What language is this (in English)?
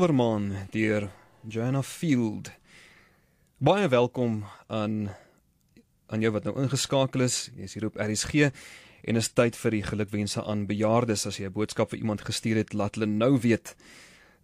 Afrikaans